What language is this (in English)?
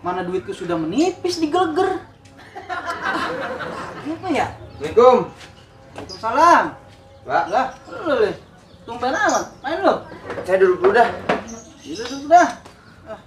Betawi